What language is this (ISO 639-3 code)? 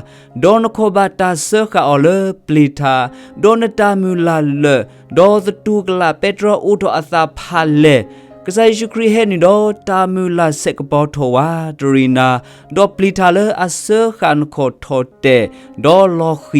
ksw